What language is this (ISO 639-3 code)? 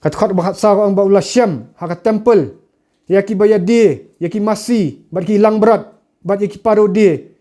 kha